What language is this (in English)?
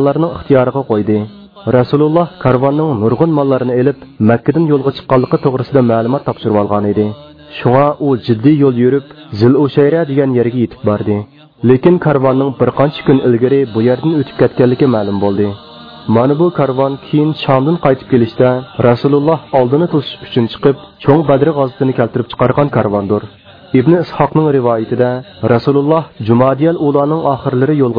Uyghur